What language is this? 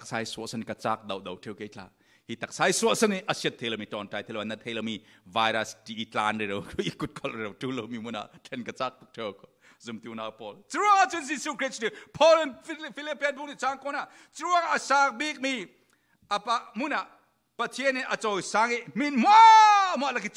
Falam Chin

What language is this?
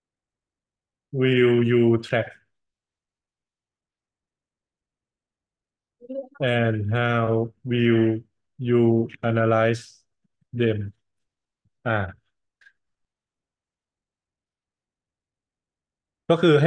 Thai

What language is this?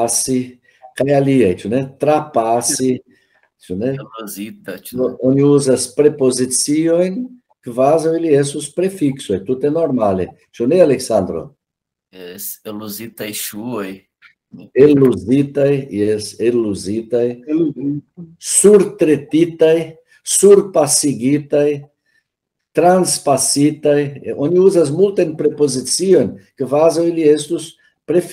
Esperanto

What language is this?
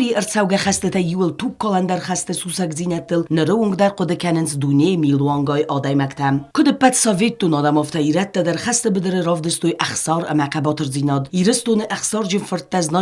Ossetic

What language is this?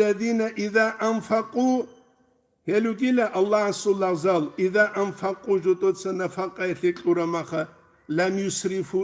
Avaric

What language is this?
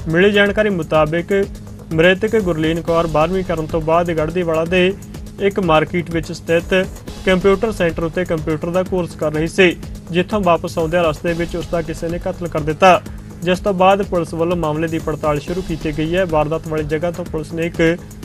Punjabi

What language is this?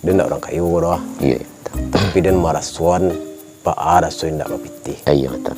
Minangkabau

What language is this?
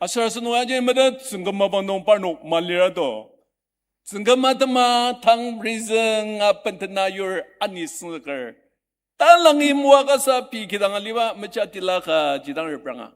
Ao Naga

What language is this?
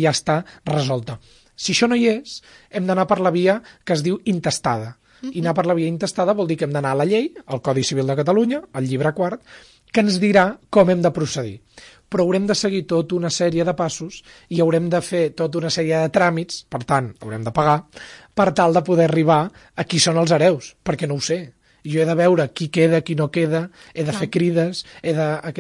Catalan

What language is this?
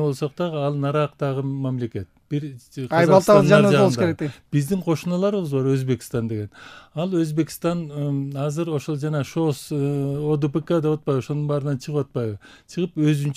Kyrgyz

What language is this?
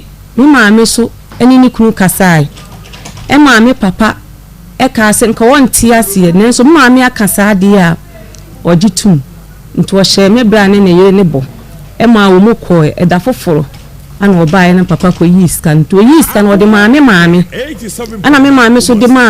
Akan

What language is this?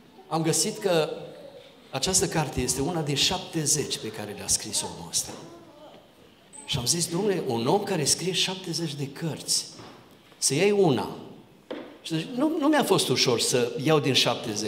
Romanian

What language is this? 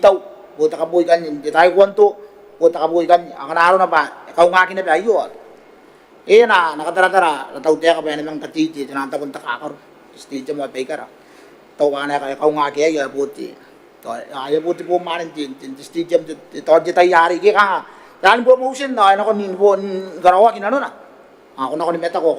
Gilbertese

